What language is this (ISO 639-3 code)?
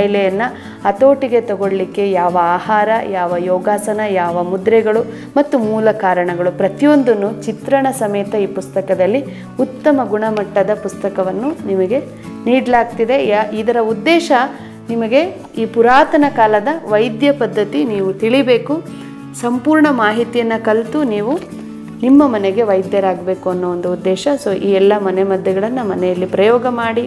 kan